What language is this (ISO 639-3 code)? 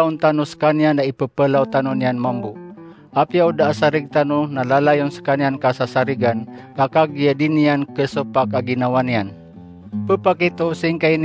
mrw